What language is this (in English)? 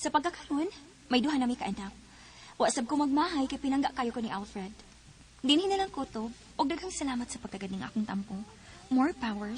Cebuano